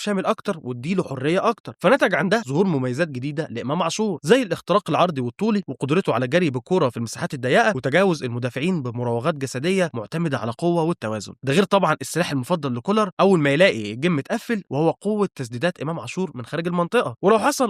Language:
Egyptian Arabic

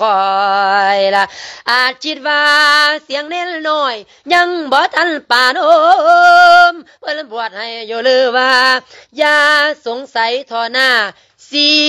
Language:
Lao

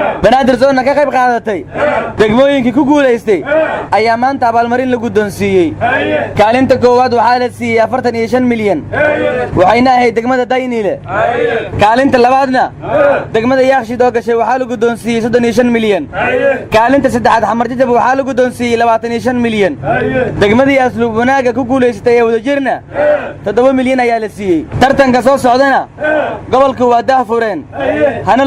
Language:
Somali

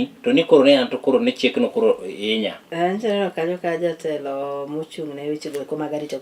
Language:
Luo (Kenya and Tanzania)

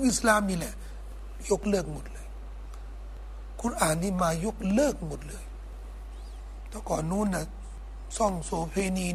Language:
Thai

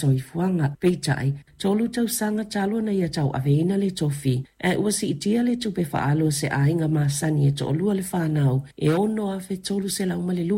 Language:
Samoan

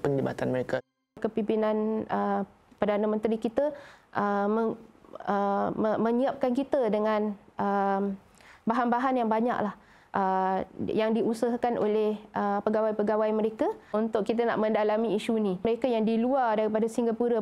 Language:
Malay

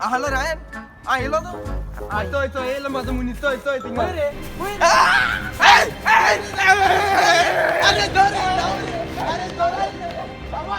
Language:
Konkani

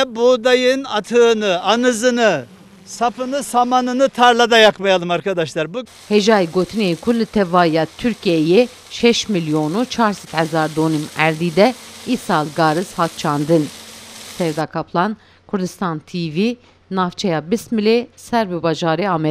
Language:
Kurdish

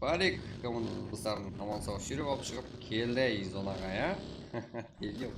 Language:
Kara-Kalpak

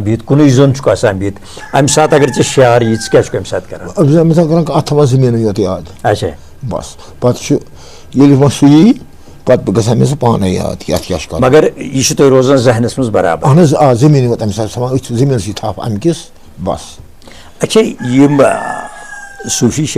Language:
Kashmiri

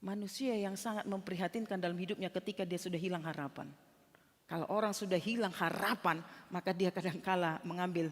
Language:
Batak Toba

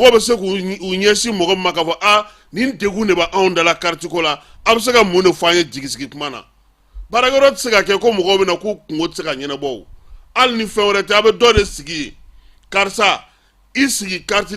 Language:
Bambara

